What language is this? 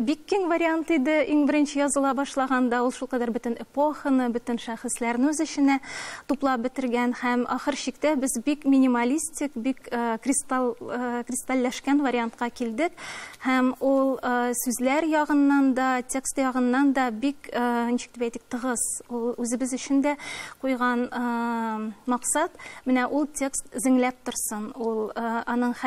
Tatar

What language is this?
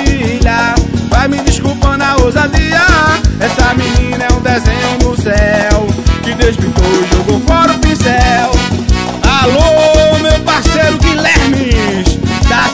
Portuguese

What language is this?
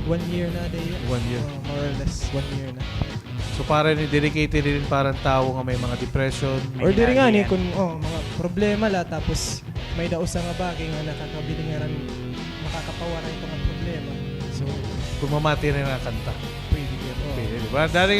Waray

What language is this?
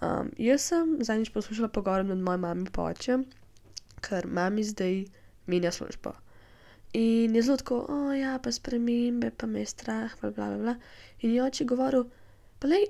Slovenian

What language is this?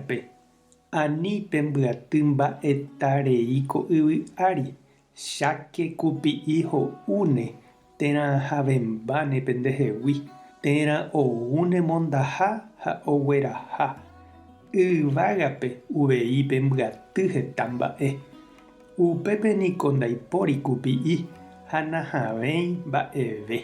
Guarani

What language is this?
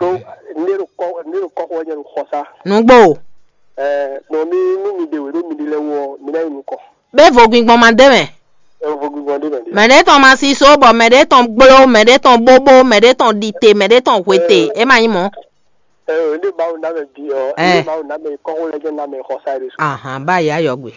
Fon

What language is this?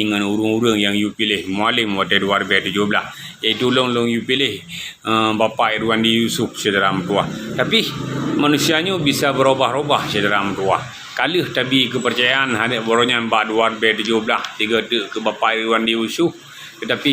Achinese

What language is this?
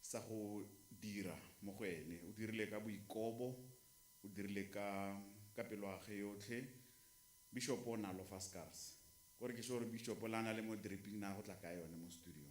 Tswana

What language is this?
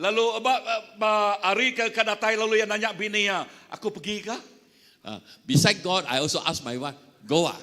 Iban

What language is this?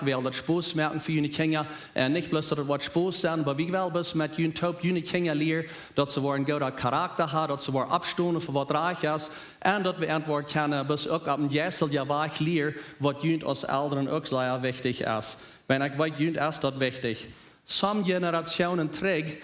Plautdietsch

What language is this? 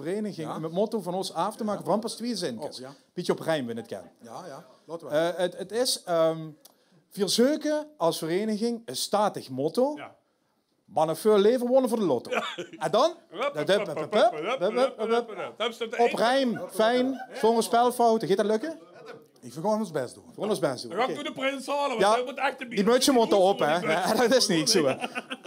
Limburgish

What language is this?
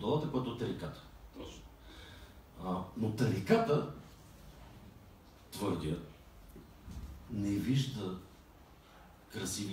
Bulgarian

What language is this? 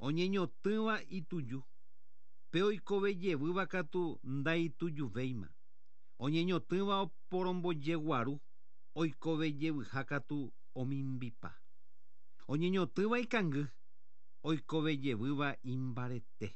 Guarani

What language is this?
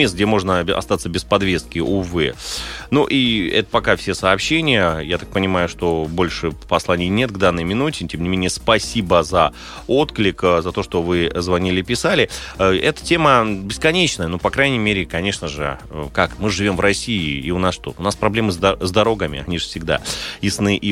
Russian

